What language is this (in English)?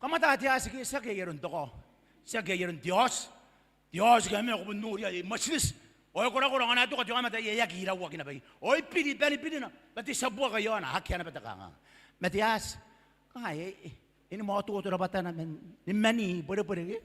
Gilbertese